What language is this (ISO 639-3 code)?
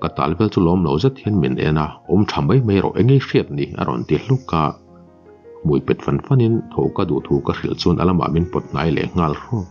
lus